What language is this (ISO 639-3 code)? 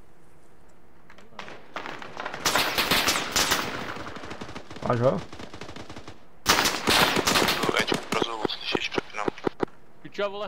ces